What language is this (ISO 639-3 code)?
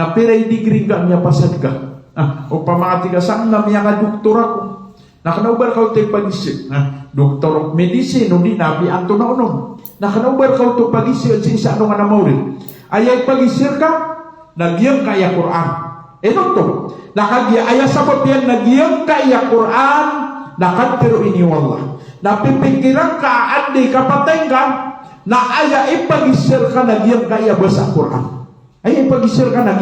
mrw